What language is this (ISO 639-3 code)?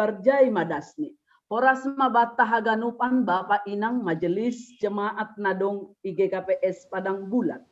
bts